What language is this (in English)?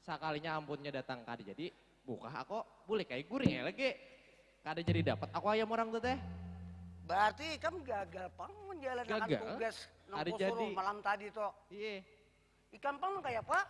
Banjar